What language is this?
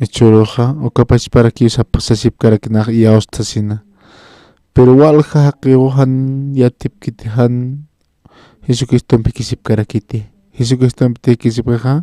Aymara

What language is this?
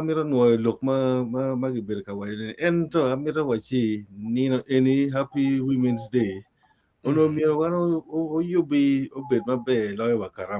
Acoli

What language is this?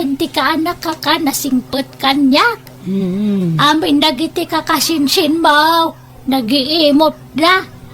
Iloko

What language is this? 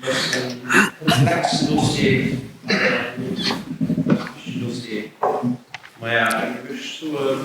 Luxembourgish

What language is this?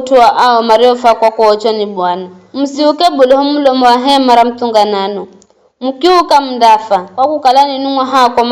Giryama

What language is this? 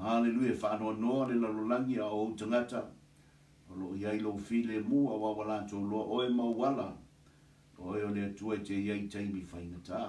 Samoan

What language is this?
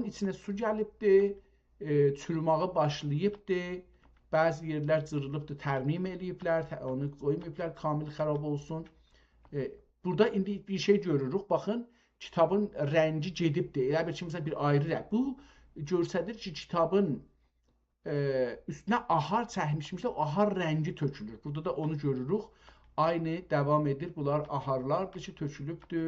South Azerbaijani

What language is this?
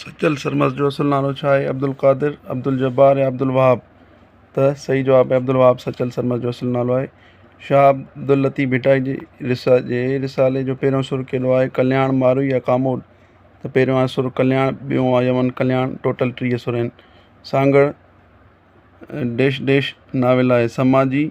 Sindhi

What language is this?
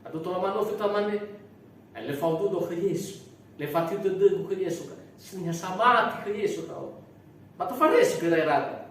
Nias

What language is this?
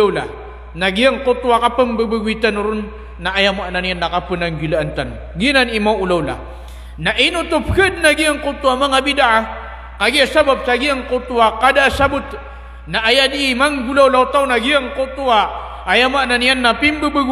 Maranao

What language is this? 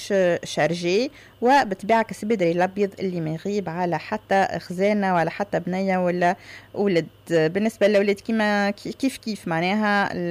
Tunisian Arabic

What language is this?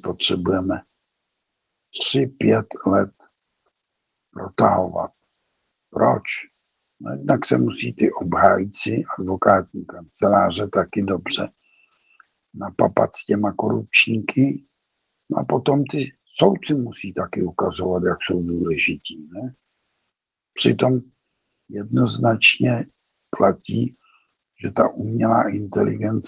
Czech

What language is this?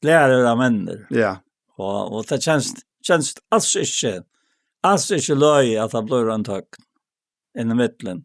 Faroese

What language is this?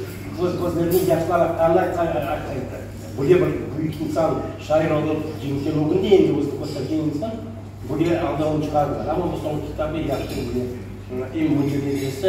Crimean Tatar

